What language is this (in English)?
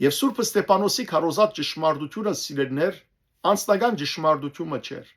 Western Armenian